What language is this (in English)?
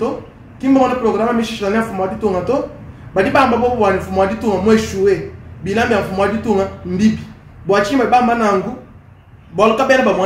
Luba-Lulua